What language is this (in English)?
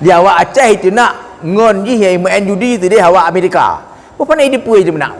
Achinese